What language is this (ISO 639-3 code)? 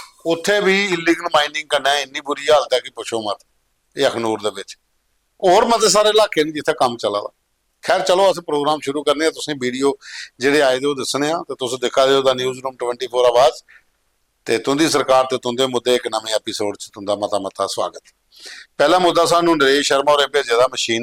doi